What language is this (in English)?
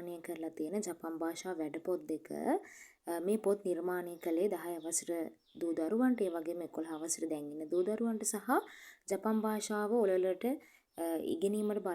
Sinhala